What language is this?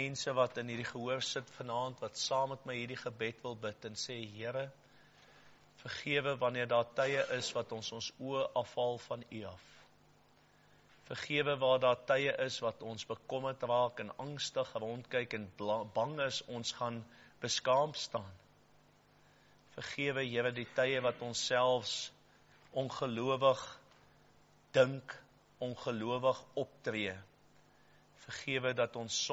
Afrikaans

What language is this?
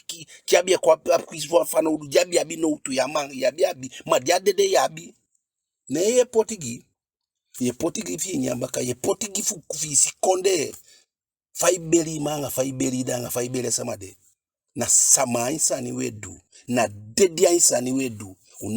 Eastern Maroon Creole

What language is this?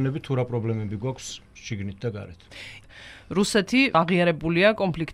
Georgian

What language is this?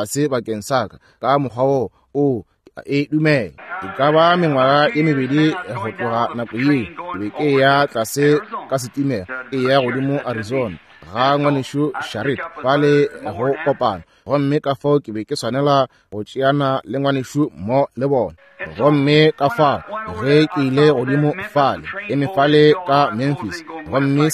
Northern Sotho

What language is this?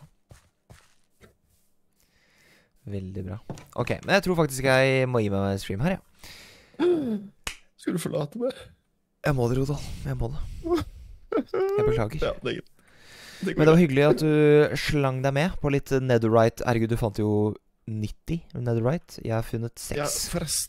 Norwegian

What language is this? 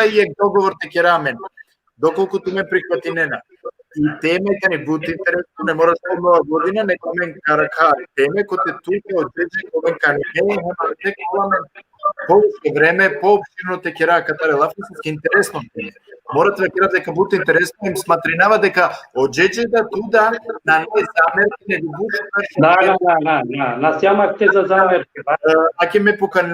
Balkan Romani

